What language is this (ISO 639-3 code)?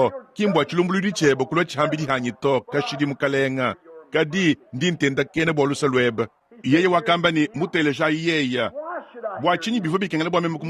lua